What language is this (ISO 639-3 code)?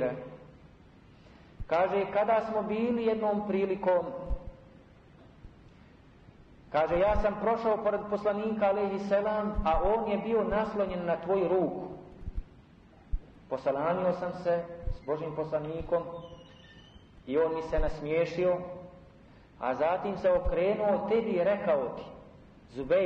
bos